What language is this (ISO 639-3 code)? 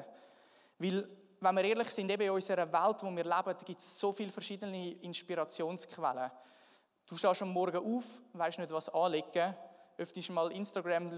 gsw